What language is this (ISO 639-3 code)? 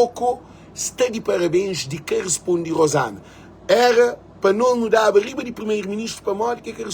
kea